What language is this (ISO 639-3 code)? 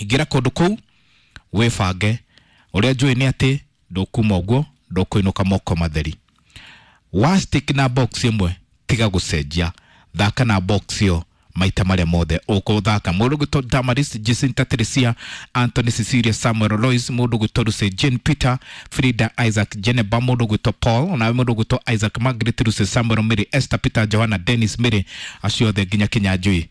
kik